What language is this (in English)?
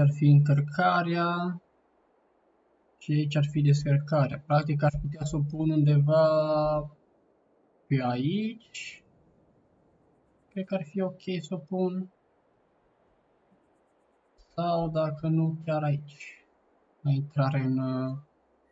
Romanian